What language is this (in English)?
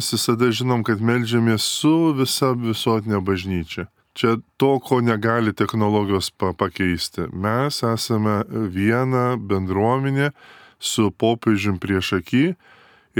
Lithuanian